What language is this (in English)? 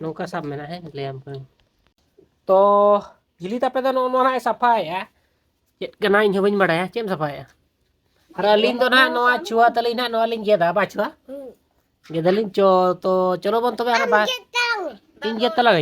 Santali